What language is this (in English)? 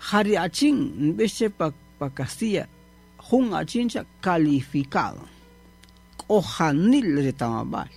Kaqchikel